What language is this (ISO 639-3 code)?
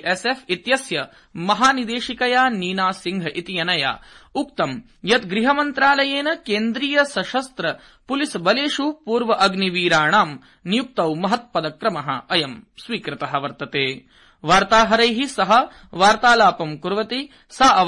san